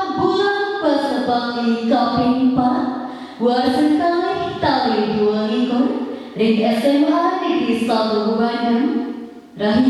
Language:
Balinese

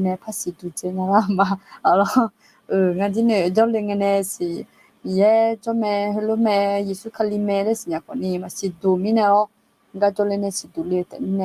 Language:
Akha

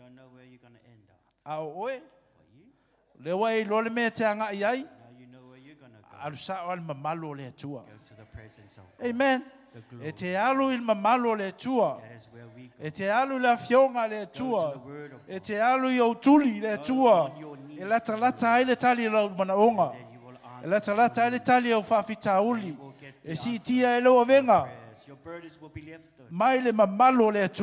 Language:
Samoan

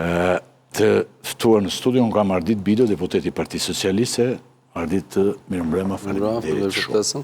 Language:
Albanian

